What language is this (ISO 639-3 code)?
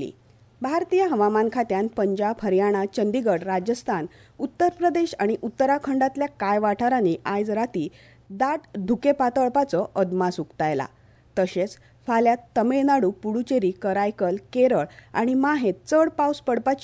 kok